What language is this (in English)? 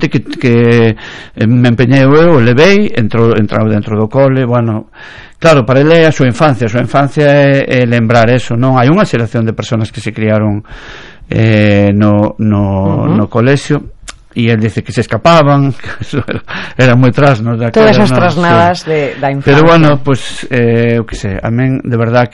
Galician